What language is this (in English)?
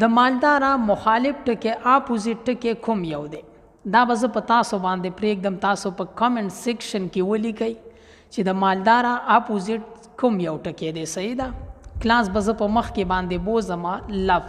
Pashto